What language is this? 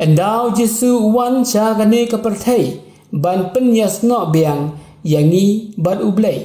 Khasi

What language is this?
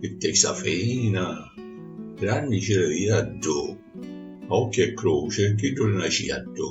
Sicilian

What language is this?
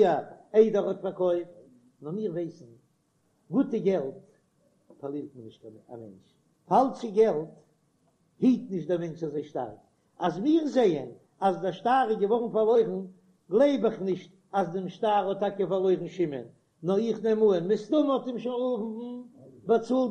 Yiddish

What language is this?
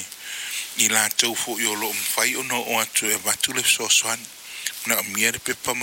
Samoan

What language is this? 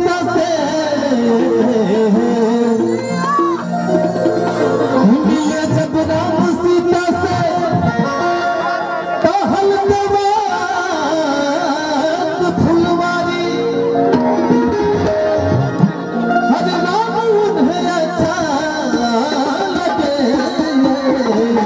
Bhojpuri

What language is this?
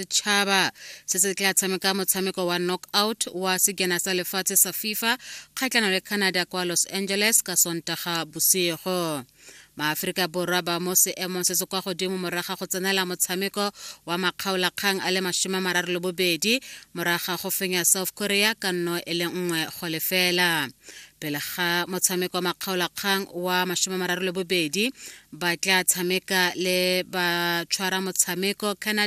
Tswana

